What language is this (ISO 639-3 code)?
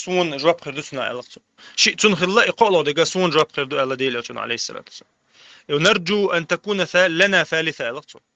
che